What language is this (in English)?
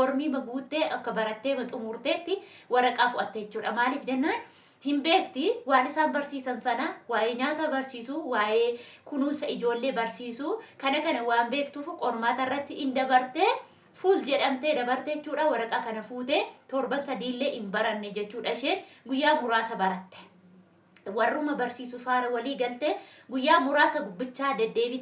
Oromo